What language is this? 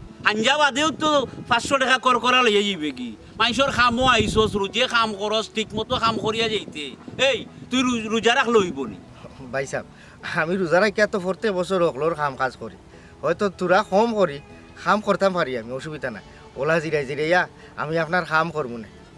Sylheti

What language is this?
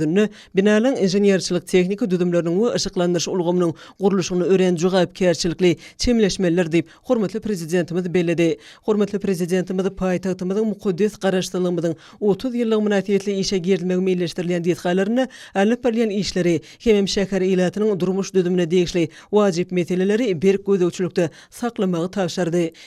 Turkmen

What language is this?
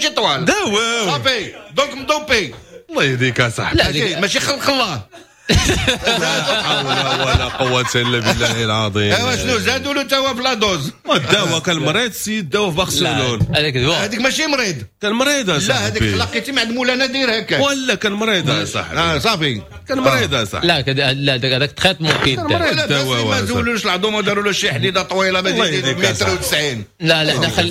Moroccan Arabic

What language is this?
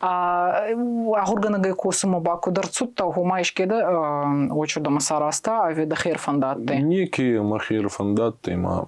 Ossetic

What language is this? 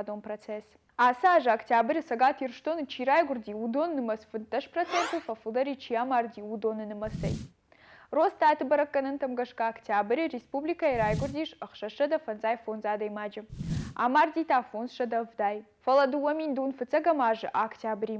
Ossetic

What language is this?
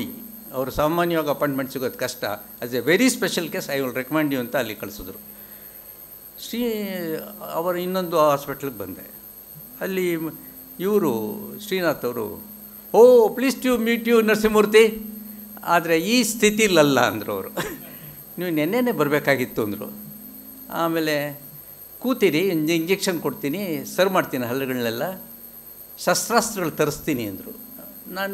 Kannada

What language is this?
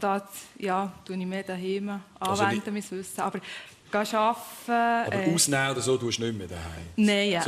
Swiss German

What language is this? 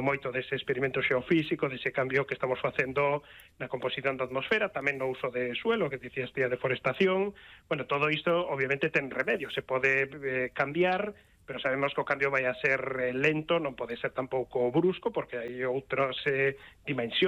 Galician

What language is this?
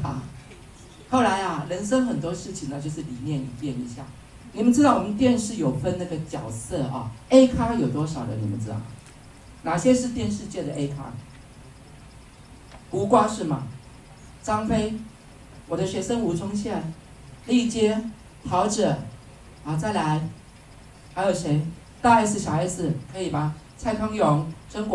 Chinese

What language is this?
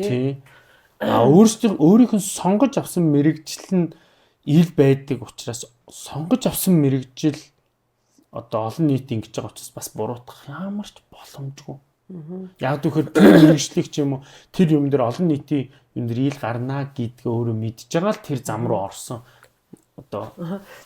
Mongolian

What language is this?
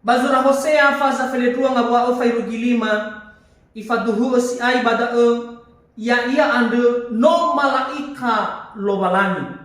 Nias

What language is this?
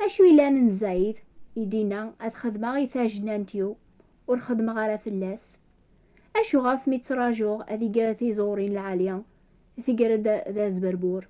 Kabyle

